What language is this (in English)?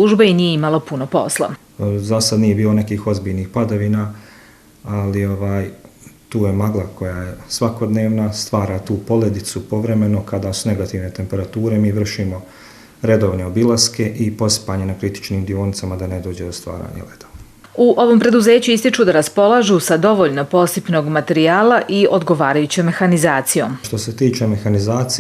Bosnian